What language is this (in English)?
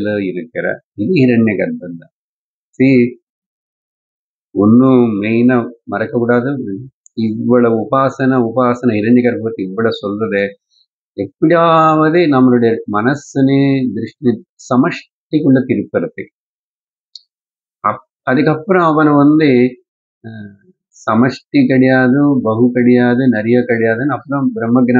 Tamil